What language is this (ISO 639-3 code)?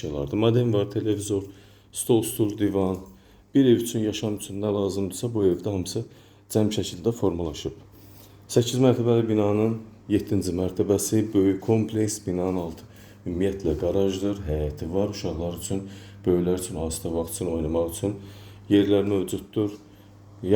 aze